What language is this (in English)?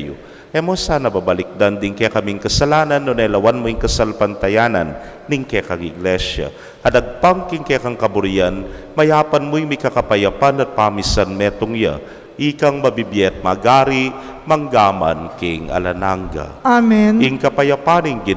Pampanga